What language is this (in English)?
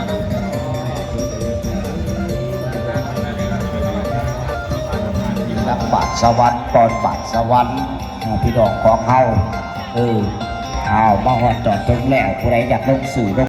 Lao